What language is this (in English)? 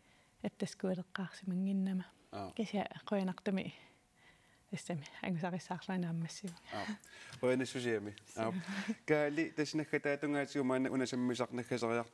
Kalaallisut